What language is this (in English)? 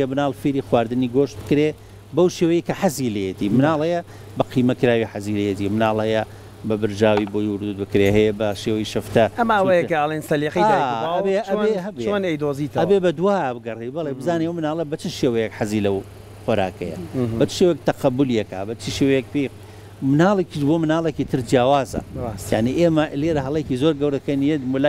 Central Kurdish